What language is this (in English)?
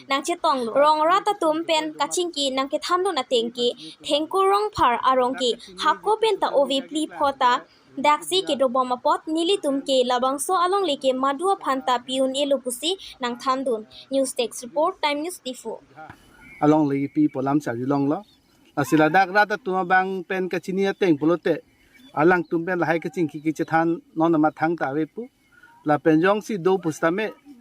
Karbi